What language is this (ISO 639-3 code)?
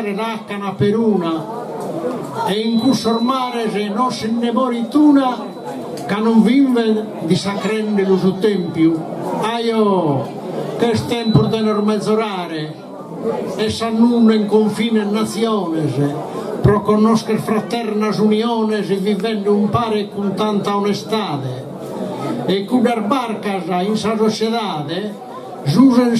srd